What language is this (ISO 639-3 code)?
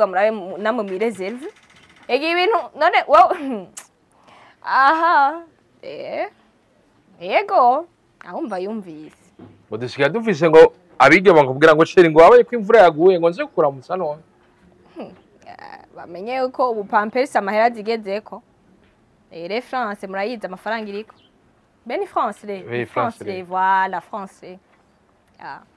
run